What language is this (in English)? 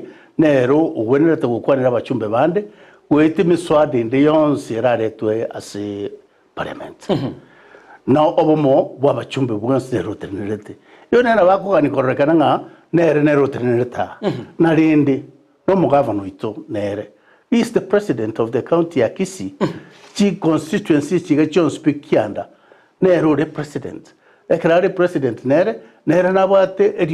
Gusii